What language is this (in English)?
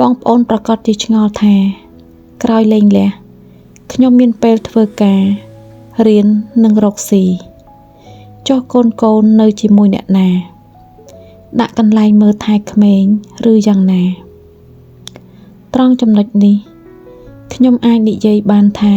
Khmer